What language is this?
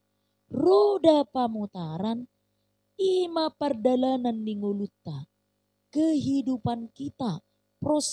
Batak Toba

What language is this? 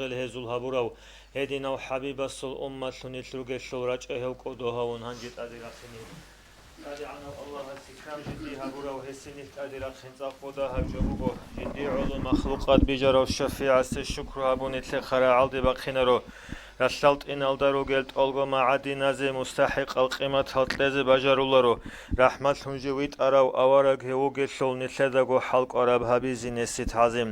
Avaric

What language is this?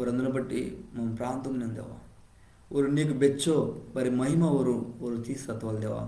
Koya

